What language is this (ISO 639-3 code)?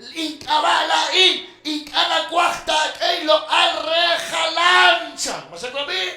kek